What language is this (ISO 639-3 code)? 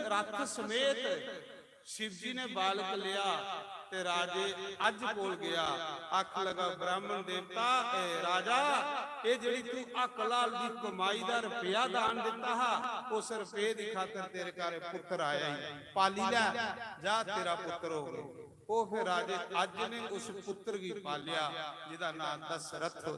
doi